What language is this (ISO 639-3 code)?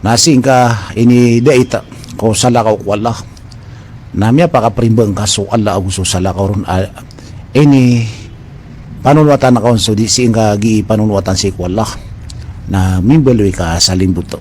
mrw